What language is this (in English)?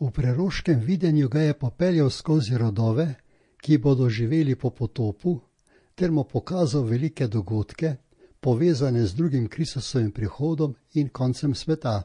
Slovenian